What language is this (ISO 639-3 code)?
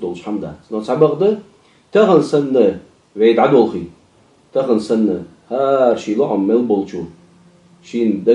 inh